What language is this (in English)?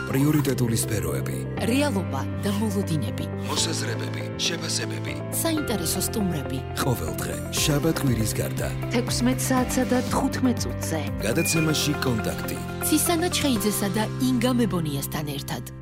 Georgian